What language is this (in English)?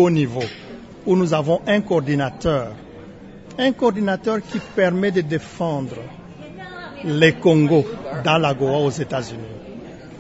French